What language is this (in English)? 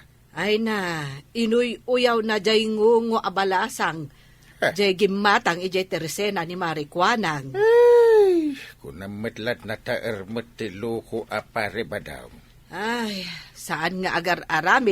Iloko